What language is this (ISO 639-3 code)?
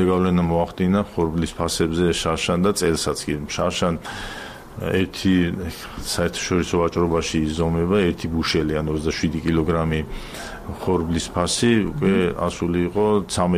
kat